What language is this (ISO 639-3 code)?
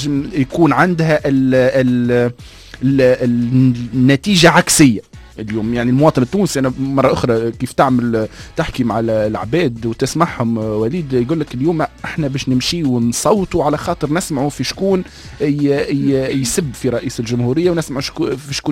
aeb